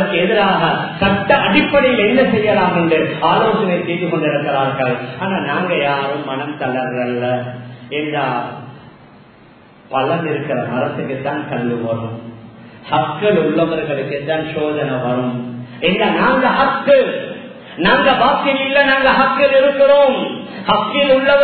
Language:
Tamil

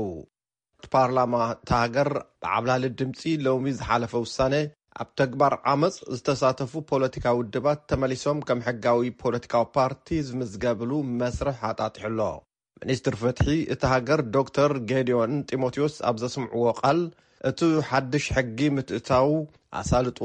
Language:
Tigrinya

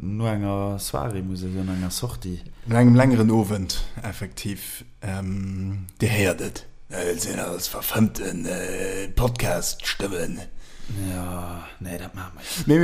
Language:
Luxembourgish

